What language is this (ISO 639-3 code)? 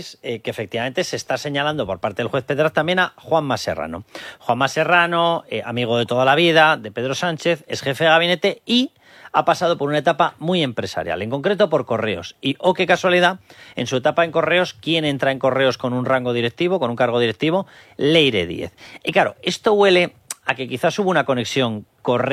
spa